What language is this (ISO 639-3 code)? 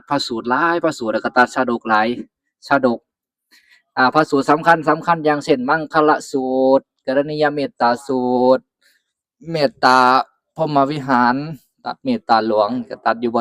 lao